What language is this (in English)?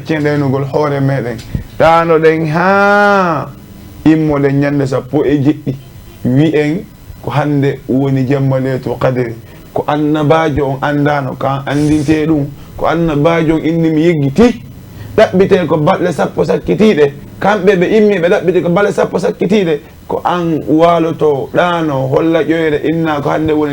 Fula